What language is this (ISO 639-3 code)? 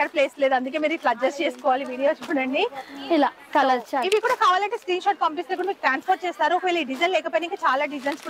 tel